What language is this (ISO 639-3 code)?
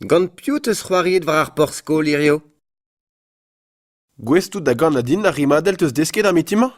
bre